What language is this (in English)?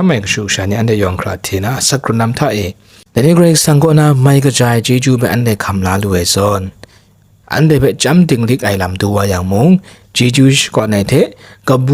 Kachin